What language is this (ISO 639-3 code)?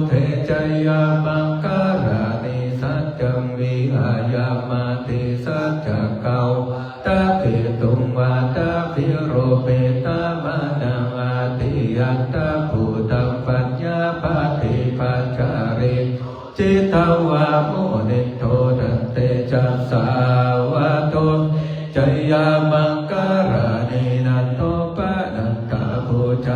pli